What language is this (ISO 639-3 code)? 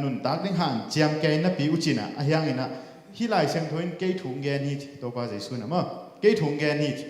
ctd